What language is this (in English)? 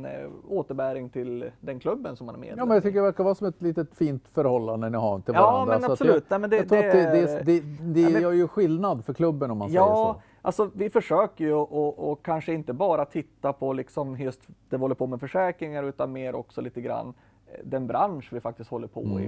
Swedish